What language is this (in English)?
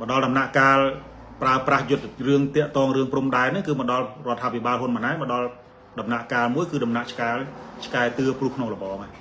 Khmer